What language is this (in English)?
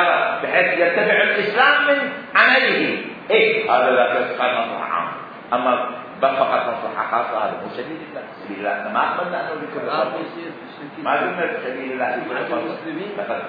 Mesopotamian Arabic